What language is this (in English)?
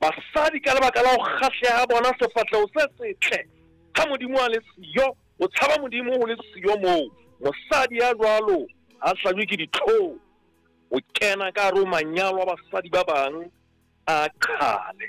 Southern Sotho